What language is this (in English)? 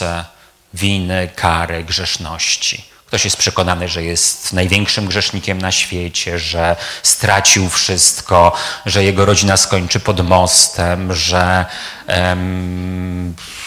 Polish